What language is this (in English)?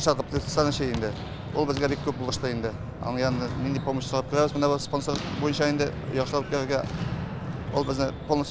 Tatar